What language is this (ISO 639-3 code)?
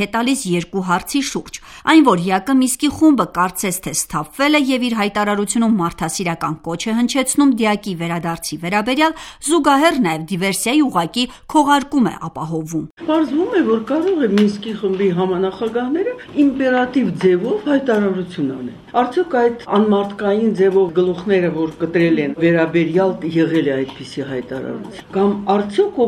hye